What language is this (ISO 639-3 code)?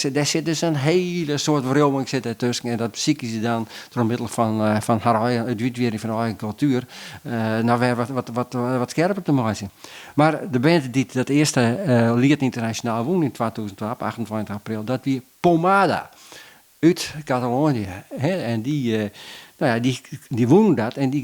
fry